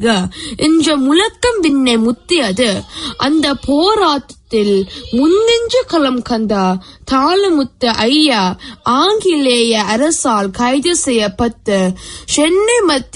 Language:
Tamil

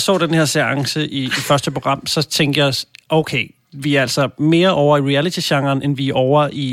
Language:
Danish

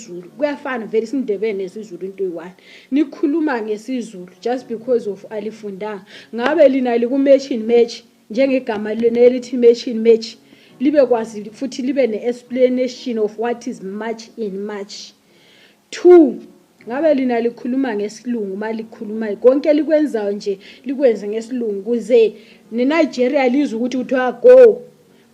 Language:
Zulu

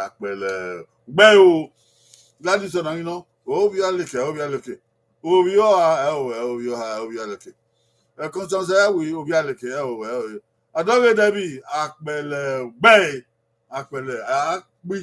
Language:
Bini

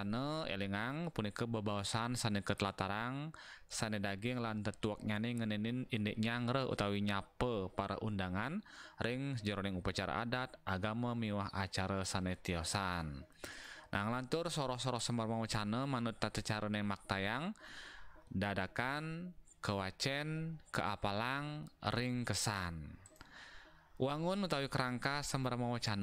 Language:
Balinese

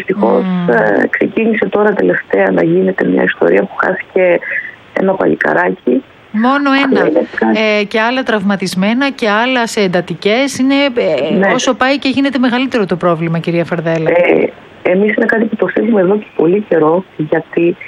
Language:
Greek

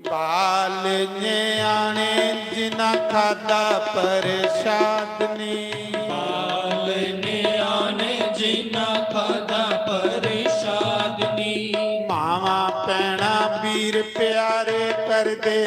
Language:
Dogri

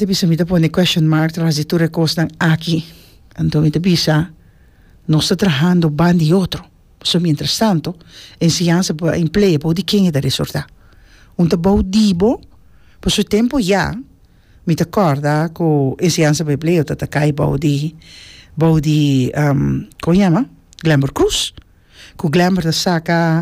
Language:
Papiamento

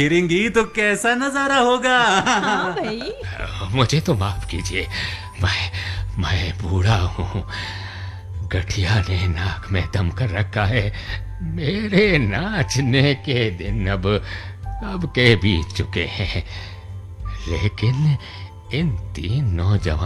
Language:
Hindi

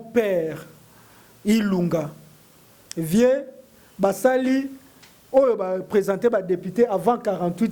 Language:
Lingala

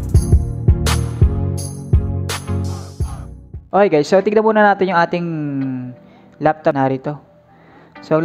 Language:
Filipino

